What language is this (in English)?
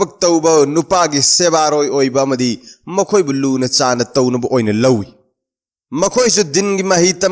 Manipuri